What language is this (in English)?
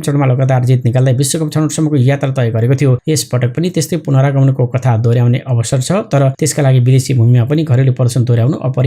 Nepali